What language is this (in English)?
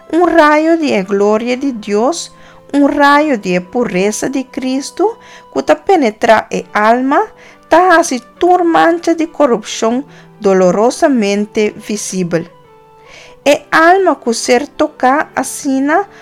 Papiamento